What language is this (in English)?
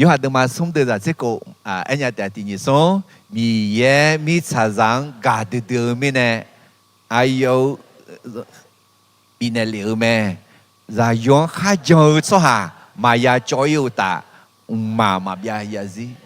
Akha